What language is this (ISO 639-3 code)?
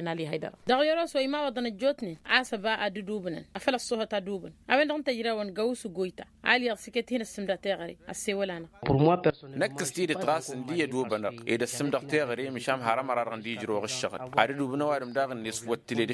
taq